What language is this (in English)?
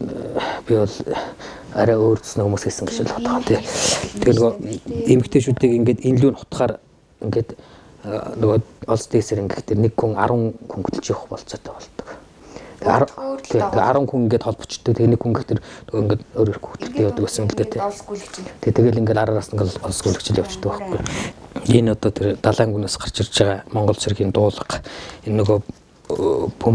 Mongolian